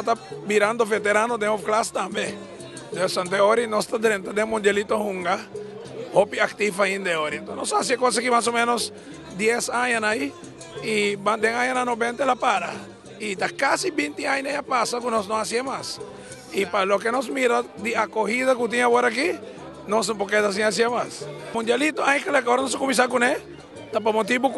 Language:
Papiamento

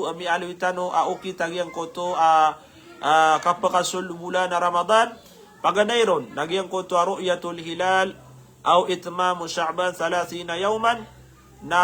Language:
Maranao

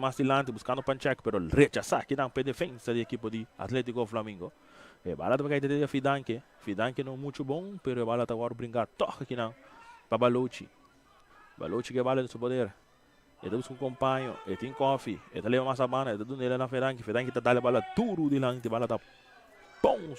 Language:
Papiamento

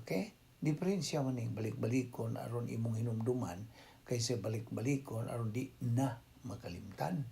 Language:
Cebuano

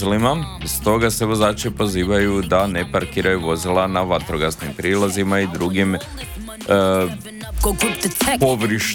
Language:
Croatian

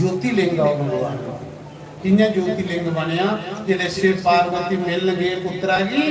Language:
Dogri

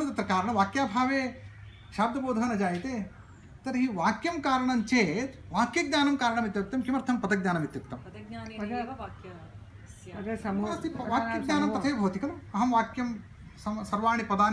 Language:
Sanskrit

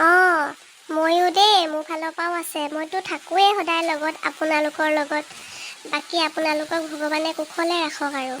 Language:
Assamese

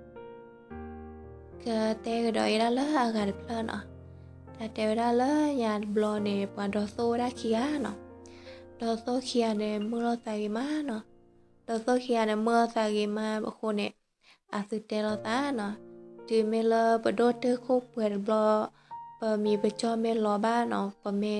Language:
S'gaw Karen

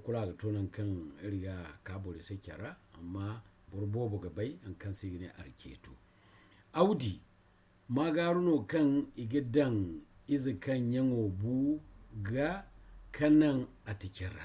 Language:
Zarma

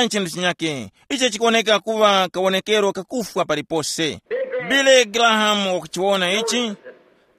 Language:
Tumbuka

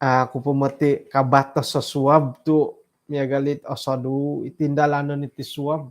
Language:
Central Dusun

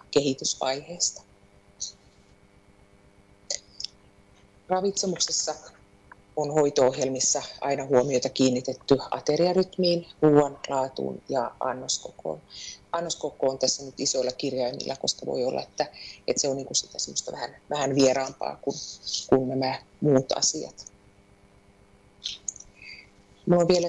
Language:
Finnish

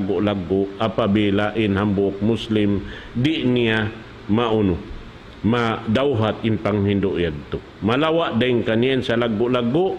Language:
Tausug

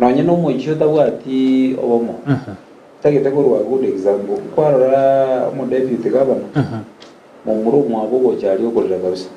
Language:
Gusii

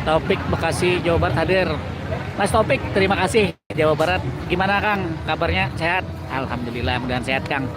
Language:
Banjar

